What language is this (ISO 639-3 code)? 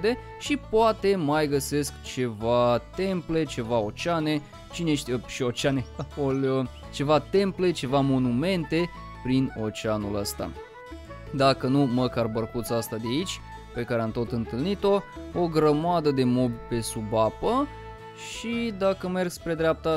ron